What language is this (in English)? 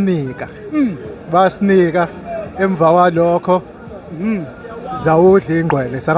Zulu